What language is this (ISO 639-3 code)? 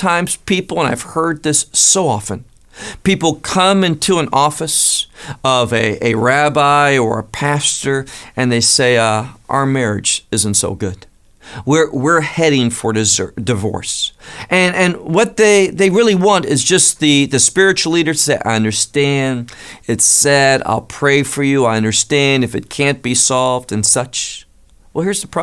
eng